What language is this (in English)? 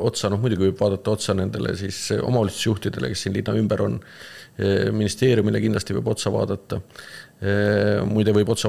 Estonian